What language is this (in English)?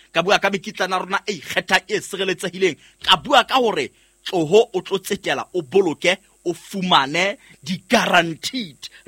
Southern Sotho